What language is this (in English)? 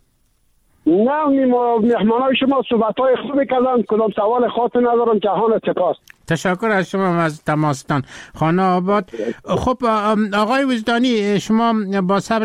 Persian